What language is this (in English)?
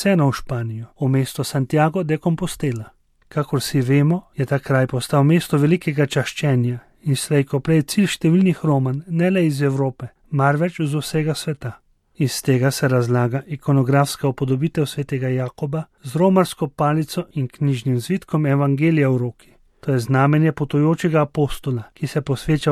Slovenian